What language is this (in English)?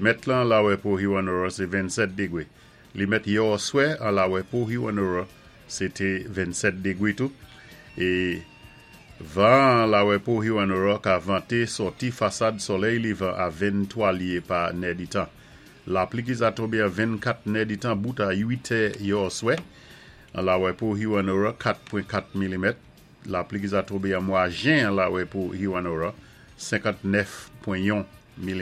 Saint Lucian Creole French